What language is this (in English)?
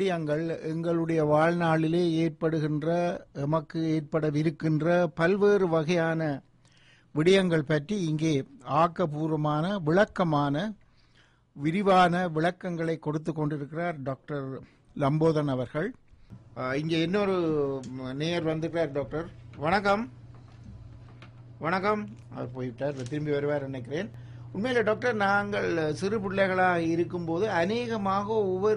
Tamil